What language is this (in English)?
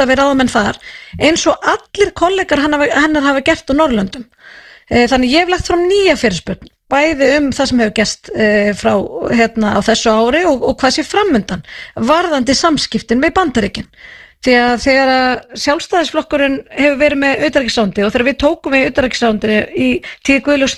Icelandic